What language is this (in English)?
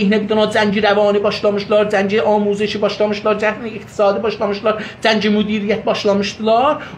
South Azerbaijani